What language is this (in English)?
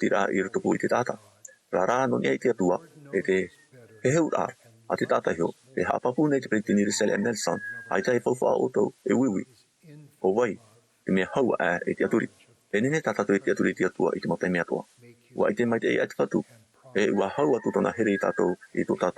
Tahitian